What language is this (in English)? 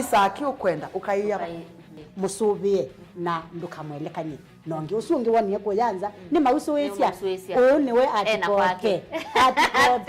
Kamba